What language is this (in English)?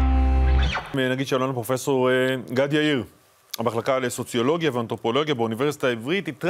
Hebrew